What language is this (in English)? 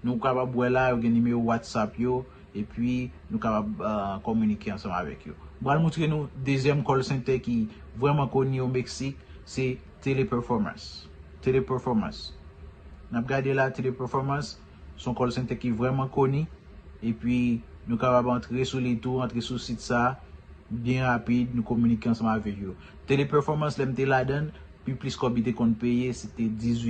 Haitian Creole